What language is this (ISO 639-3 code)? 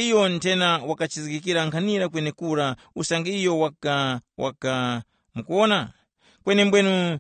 tum